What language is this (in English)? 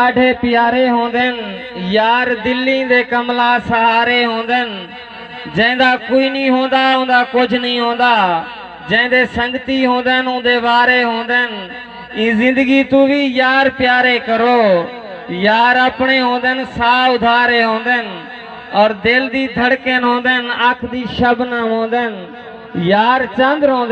Saraiki